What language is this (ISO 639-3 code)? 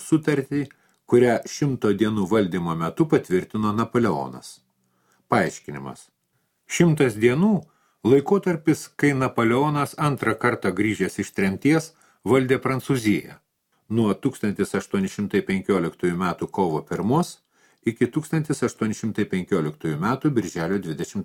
lit